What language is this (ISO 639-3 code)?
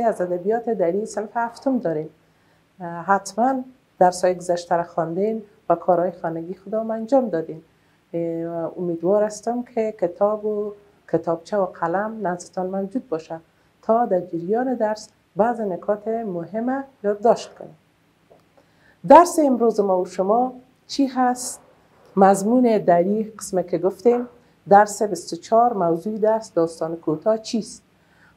fas